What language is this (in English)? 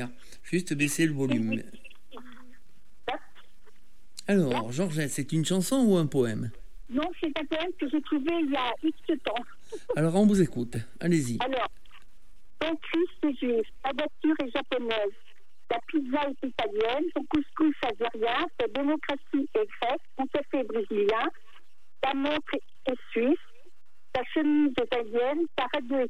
French